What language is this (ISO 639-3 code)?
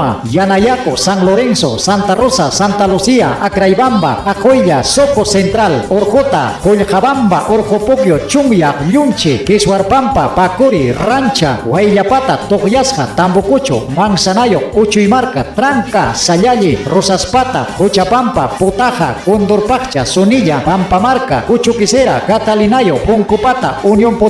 quy